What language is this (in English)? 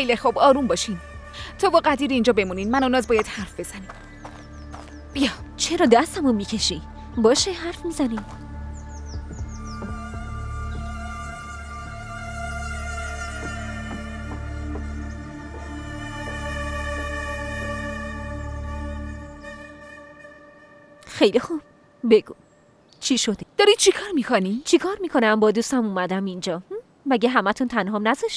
Persian